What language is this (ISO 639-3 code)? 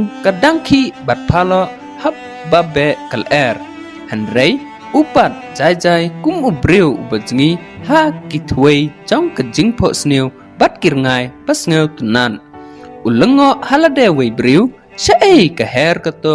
kha